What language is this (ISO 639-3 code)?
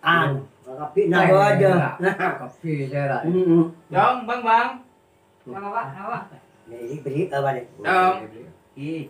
mad